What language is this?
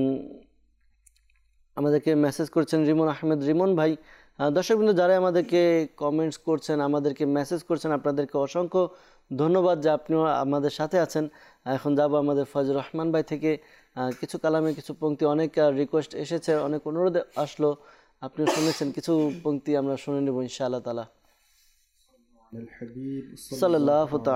Bangla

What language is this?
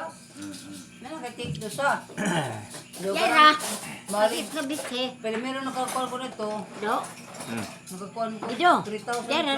Cebuano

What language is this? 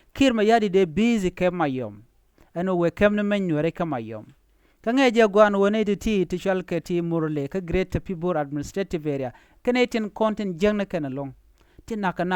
Nuer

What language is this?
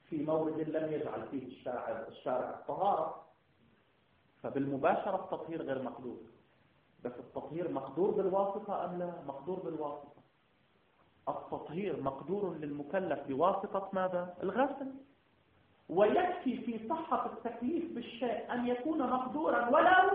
Arabic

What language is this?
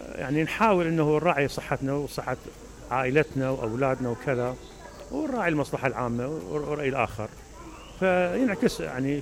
Mesopotamian Arabic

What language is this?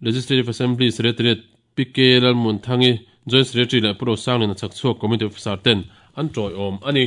Mizo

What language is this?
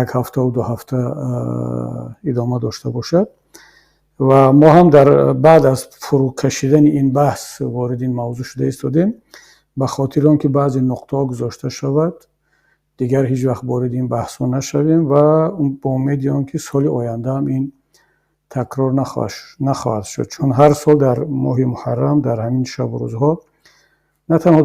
Tajik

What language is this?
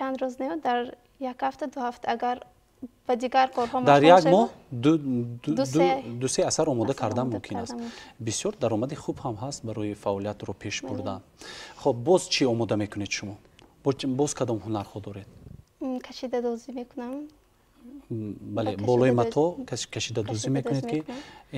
Tajik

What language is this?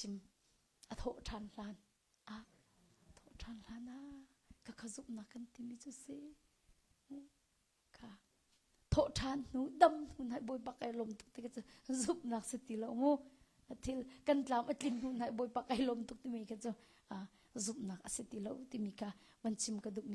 Hakha Chin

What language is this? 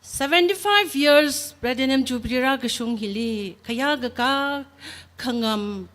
Tangkhul Naga (India)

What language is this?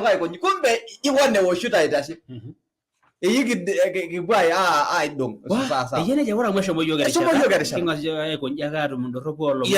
Masai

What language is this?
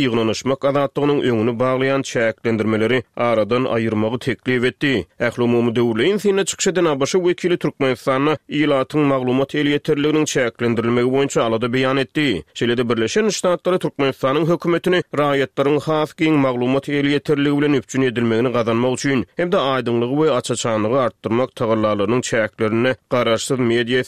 Turkmen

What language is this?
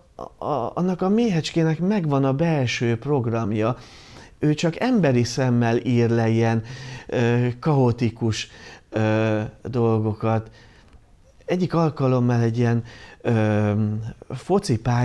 Hungarian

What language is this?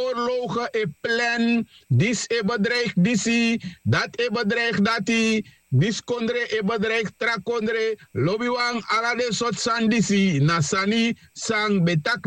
Sranan Tongo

